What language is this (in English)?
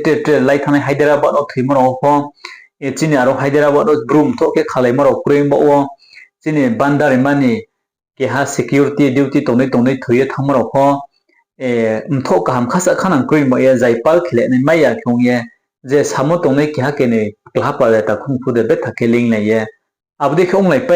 Riang (India)